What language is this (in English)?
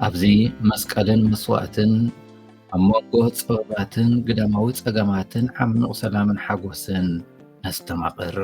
Tigrinya